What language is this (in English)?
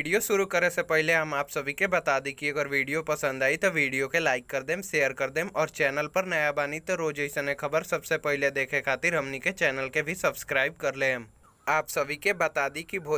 Bhojpuri